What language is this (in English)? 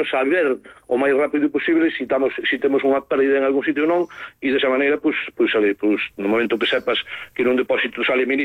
Galician